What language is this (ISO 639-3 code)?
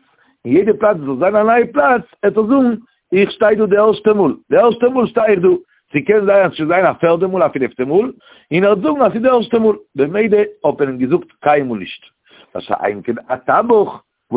yid